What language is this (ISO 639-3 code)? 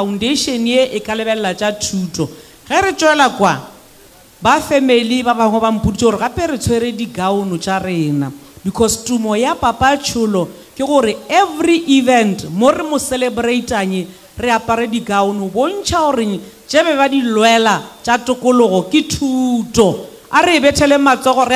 nso